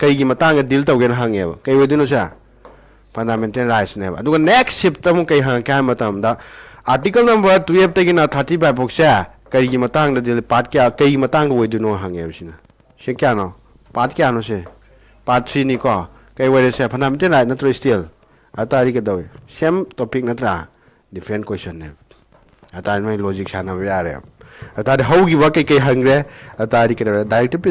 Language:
Manipuri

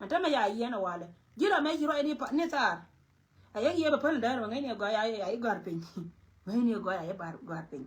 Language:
Nuer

